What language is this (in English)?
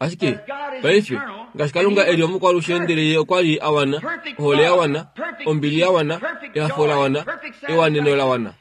Kuanyama